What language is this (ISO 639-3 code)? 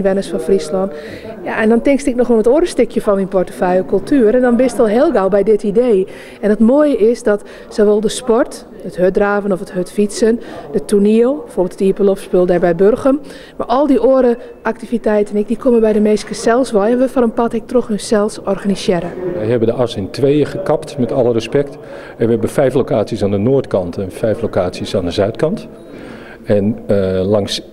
fry